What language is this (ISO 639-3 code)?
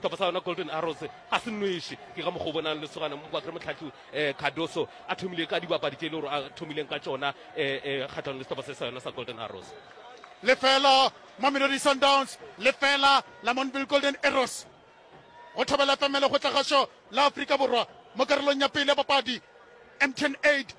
nso